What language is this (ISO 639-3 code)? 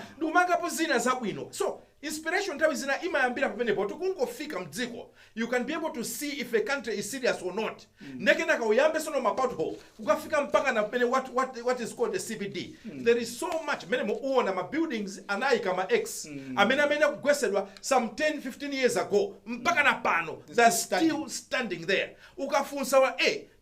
nya